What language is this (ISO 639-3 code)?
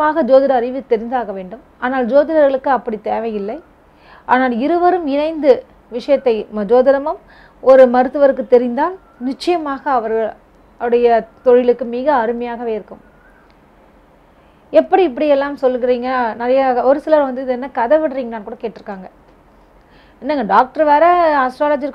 tam